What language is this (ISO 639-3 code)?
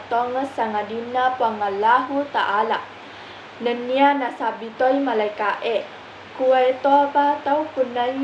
bug